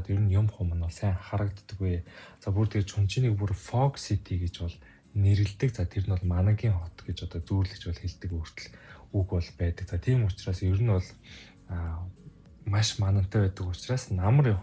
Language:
Mongolian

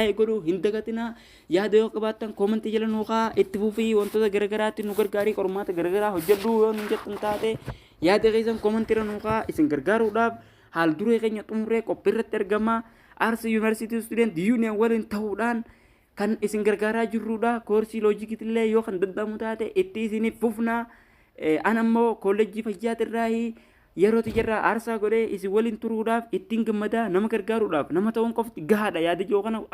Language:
Oromo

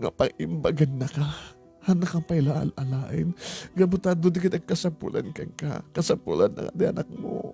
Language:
Iloko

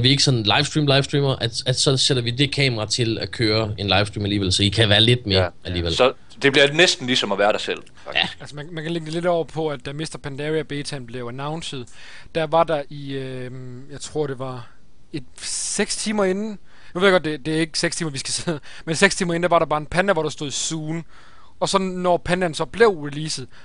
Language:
Danish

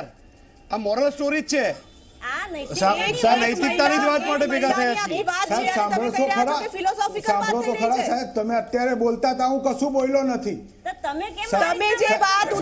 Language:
Gujarati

